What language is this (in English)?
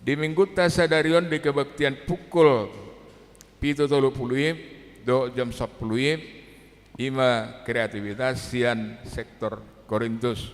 Batak Toba